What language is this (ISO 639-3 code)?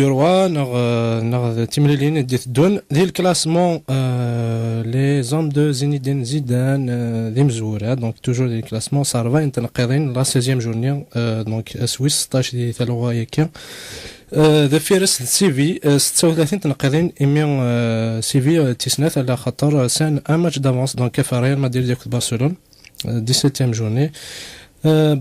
kab